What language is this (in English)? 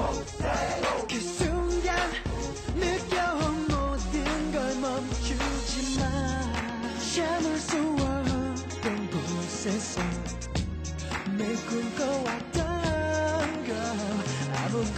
Korean